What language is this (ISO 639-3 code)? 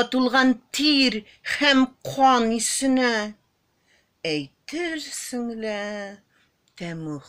tat